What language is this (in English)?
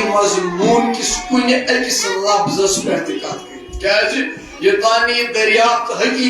Kashmiri